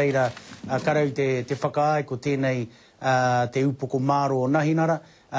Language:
Māori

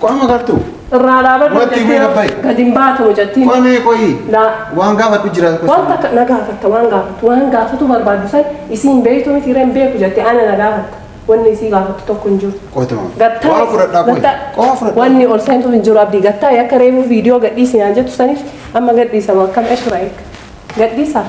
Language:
Oromo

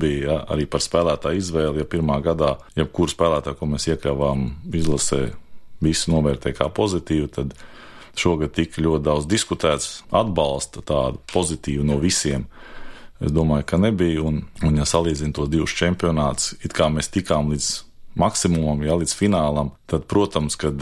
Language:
Latvian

